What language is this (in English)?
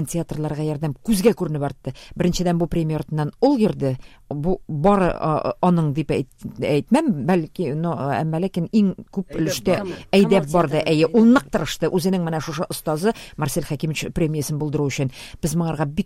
Tatar